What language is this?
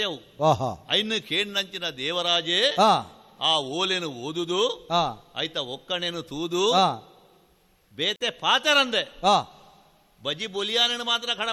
Tulu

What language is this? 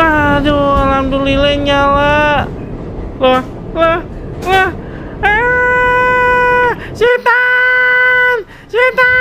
Betawi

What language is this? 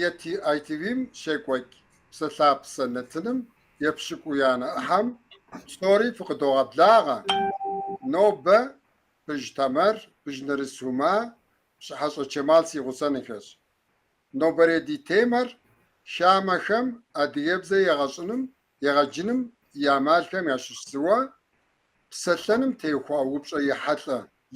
Kabardian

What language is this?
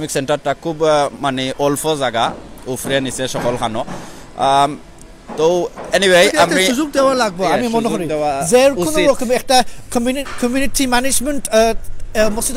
Sylheti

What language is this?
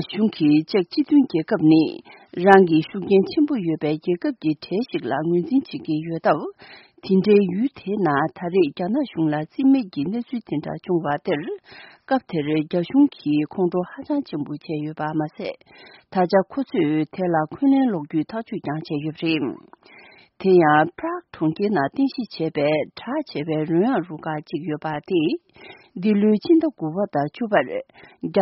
Tibetan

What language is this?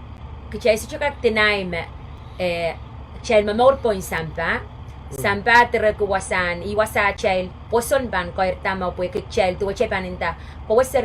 Pohnpeian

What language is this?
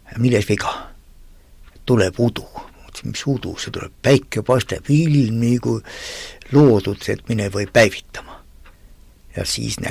Estonian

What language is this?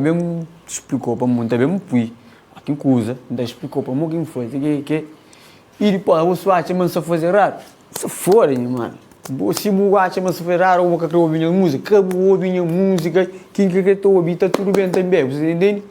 Kabuverdianu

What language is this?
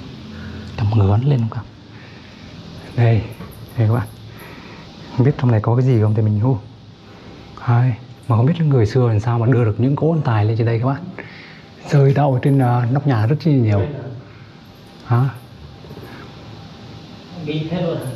Vietnamese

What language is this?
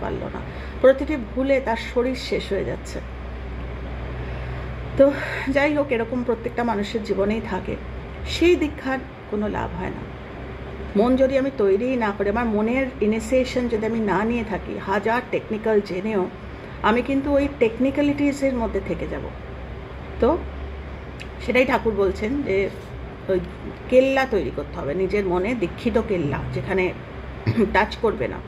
Bangla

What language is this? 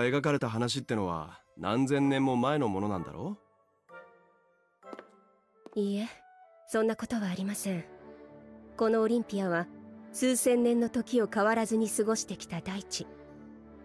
Japanese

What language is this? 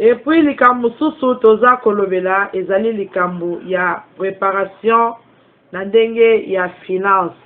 Lingala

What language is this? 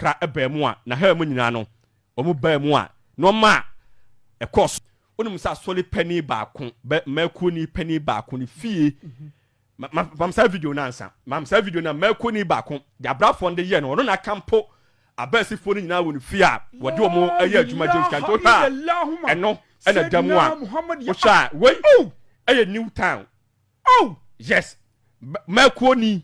Akan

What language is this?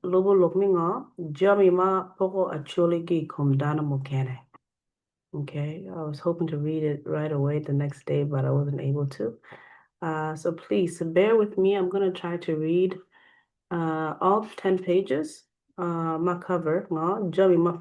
Acoli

